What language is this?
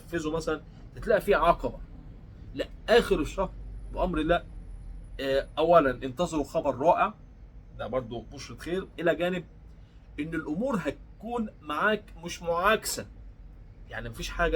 Egyptian Arabic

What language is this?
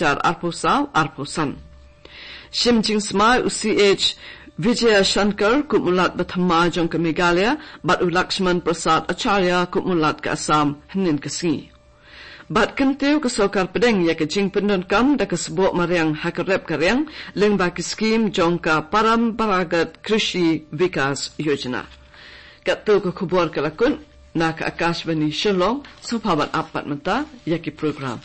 Khasi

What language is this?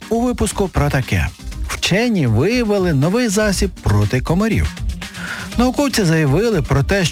Ukrainian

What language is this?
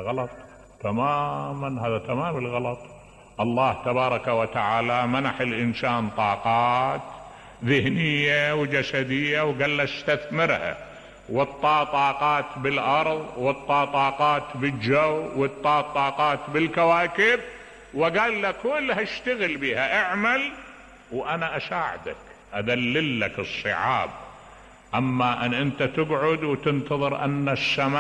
Mesopotamian Arabic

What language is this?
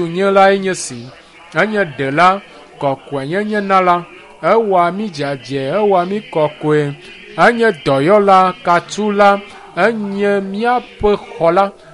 Ewe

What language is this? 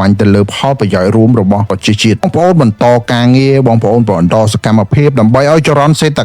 Khmer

